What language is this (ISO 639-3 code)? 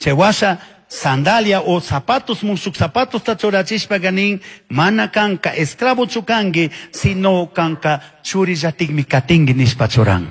qug